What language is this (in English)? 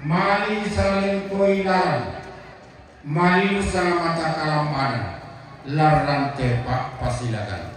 Toraja-Sa'dan